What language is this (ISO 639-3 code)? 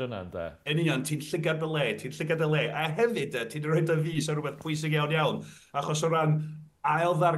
cym